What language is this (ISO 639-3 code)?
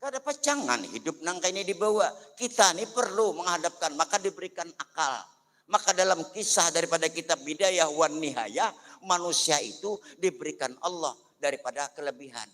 bjn